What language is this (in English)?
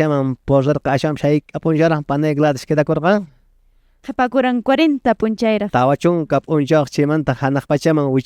Quechua